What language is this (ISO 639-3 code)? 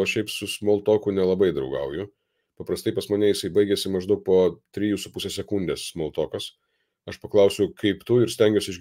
lit